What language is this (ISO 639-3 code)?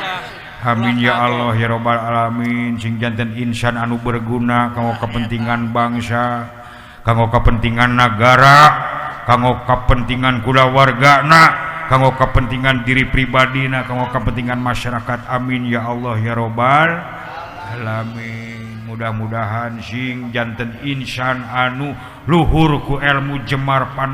sun